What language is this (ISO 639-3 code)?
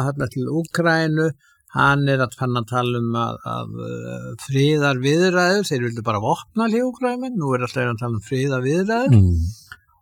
isl